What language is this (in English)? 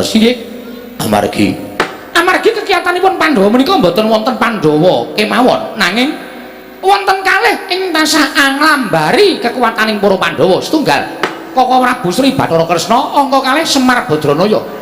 Javanese